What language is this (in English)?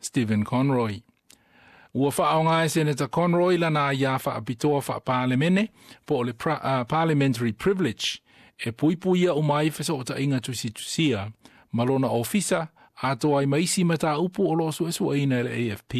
Samoan